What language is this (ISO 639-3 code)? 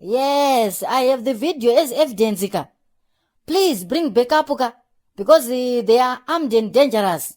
sna